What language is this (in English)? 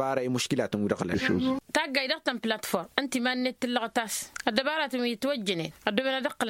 Tamasheq